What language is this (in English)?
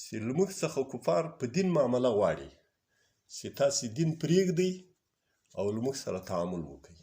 Pashto